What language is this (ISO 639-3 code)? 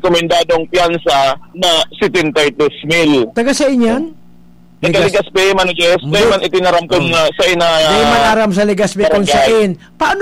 bik